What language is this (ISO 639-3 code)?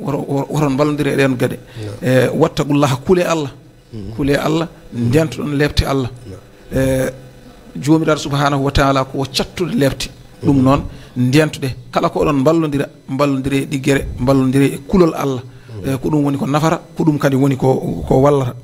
ful